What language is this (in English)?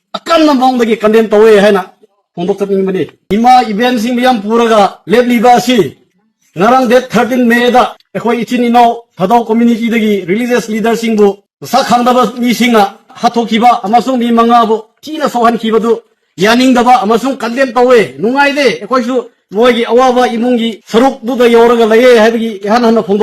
Manipuri